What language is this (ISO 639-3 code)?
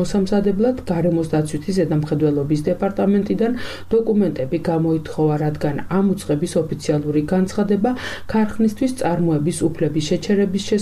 kat